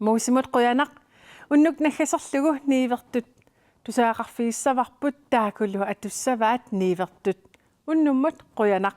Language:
Kalaallisut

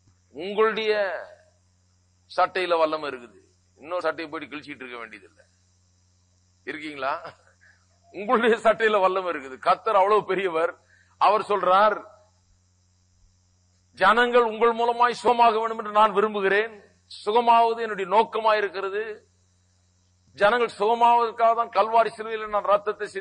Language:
Tamil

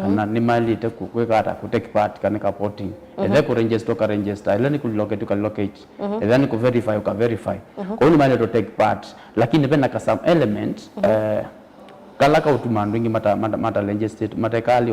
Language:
Kamba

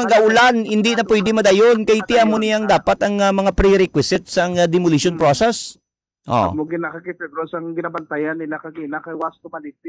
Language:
Hiligaynon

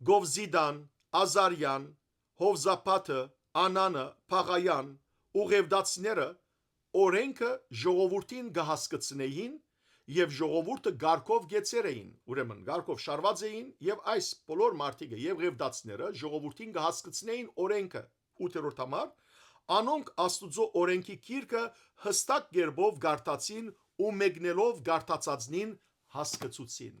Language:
Western Armenian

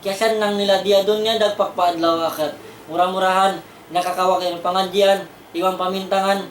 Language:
Tausug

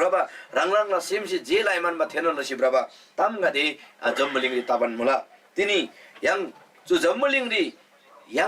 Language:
Eastern Tamang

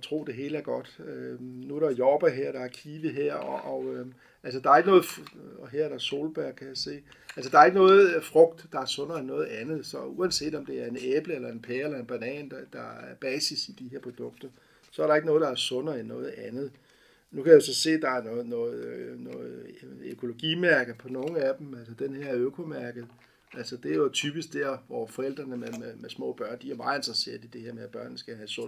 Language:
Danish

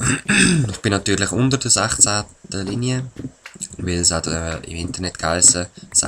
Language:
Swiss German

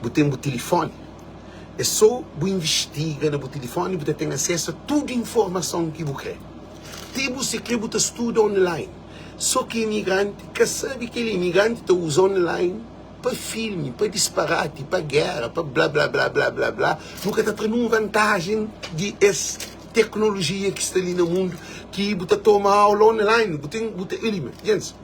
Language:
Kabuverdianu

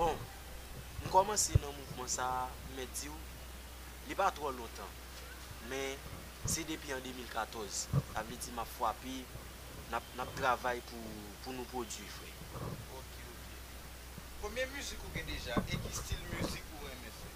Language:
Haitian Creole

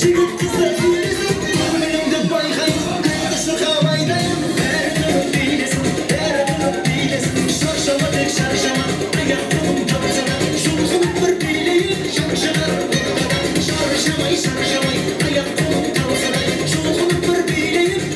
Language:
Kara-Kalpak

